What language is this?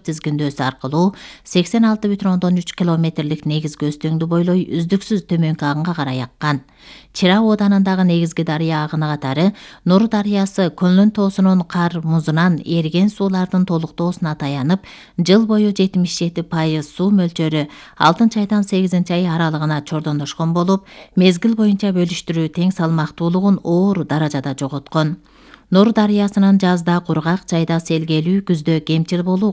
Kyrgyz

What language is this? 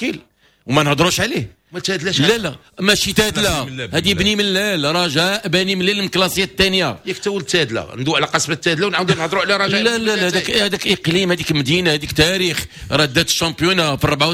Moroccan Arabic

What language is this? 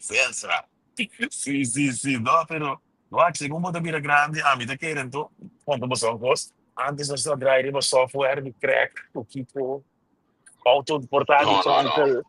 Papiamento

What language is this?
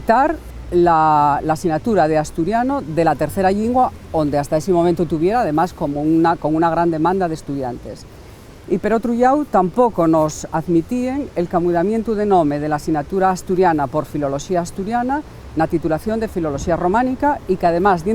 Asturian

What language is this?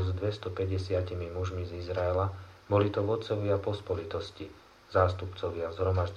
Slovak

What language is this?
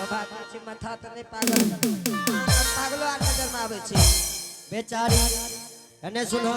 Angika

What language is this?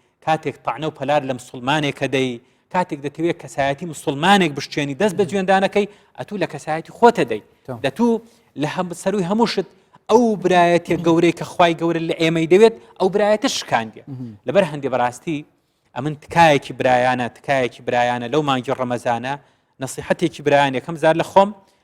Central Kurdish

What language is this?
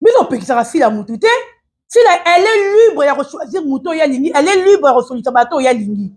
Lingala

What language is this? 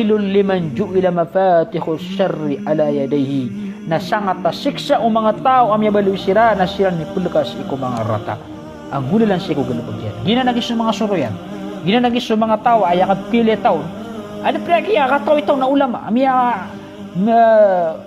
Maranao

